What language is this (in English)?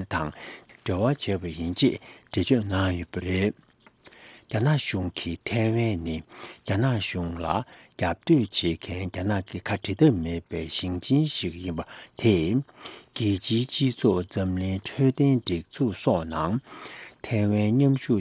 Tibetan